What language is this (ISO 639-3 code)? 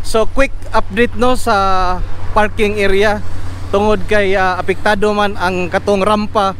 ceb